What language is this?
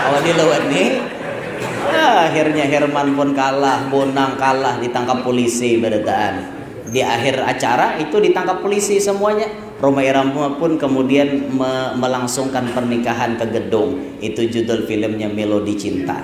Banjar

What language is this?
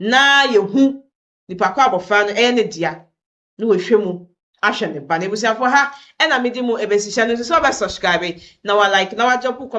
Akan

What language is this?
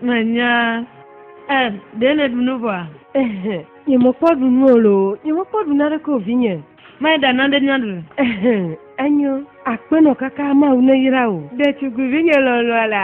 Ewe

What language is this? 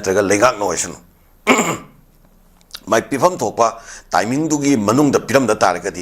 Manipuri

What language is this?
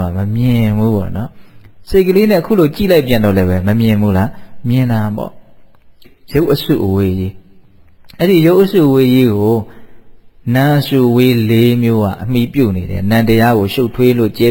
Burmese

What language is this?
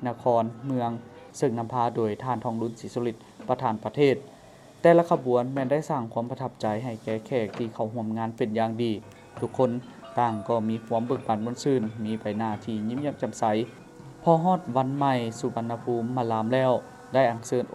Lao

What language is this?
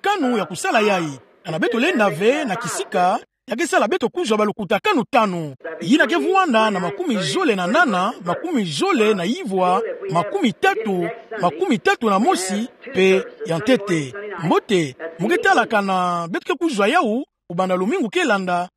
Kituba (Democratic Republic of Congo)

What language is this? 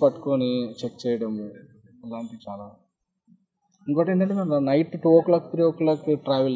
Telugu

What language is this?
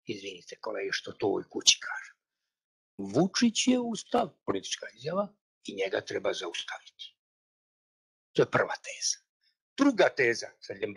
Serbian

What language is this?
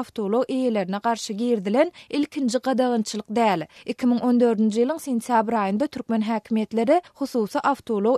Turkmen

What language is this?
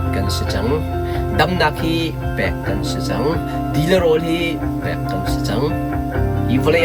Hakha Chin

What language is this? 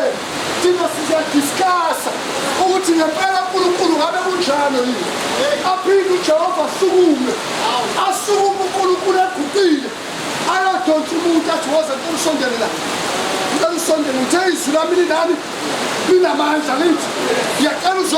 Zulu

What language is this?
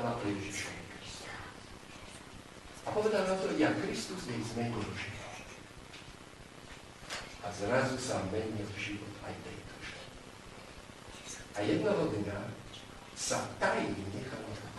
Slovak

